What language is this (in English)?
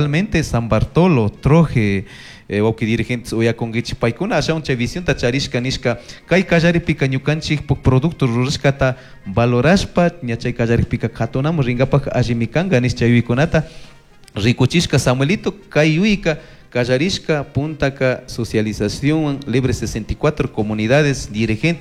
Chimborazo Highland Quichua